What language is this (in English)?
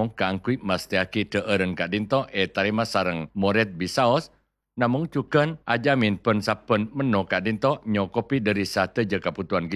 Madurese